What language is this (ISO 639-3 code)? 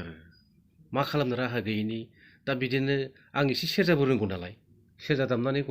brx